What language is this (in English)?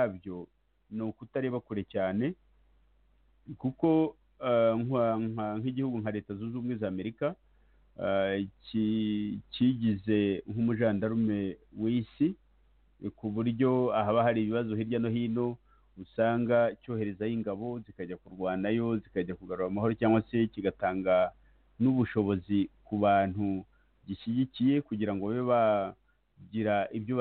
Kinyarwanda